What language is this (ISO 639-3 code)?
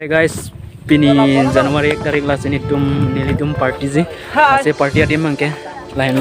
mjw